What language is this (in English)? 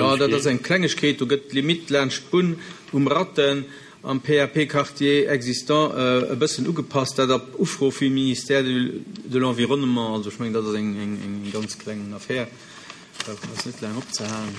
Luxembourgish